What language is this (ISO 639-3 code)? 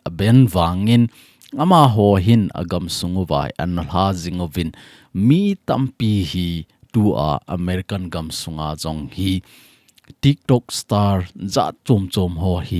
tcz